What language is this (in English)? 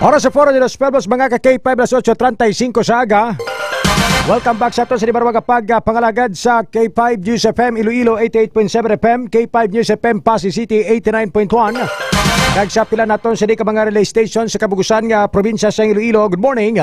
Hiligaynon